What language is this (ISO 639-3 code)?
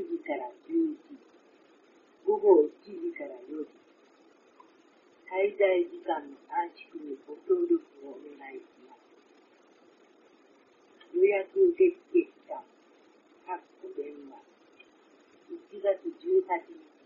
jpn